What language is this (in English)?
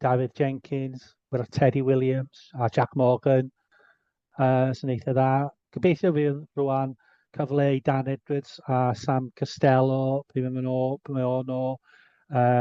Welsh